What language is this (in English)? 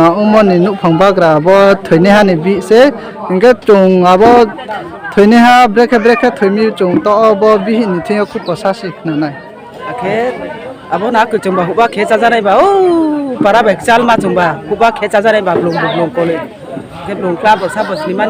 Riang (India)